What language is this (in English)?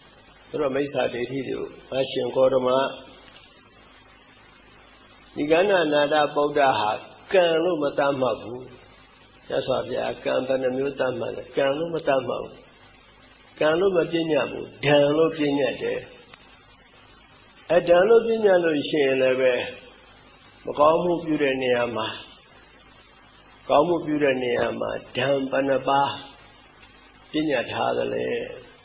Burmese